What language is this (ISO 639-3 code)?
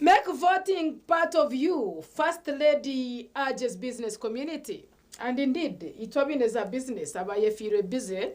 nyn